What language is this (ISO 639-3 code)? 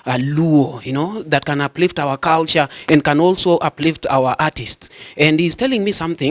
luo